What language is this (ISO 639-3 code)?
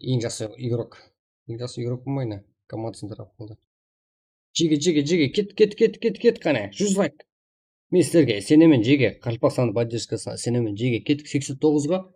kaa